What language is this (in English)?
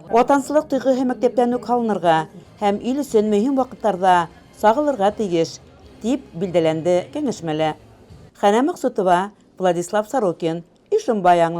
Bashkir